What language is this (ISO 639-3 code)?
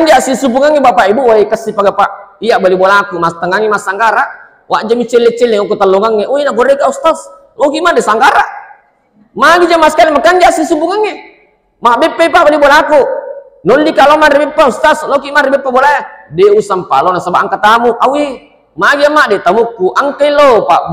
bug